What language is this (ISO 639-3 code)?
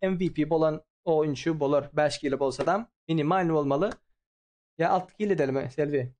tuk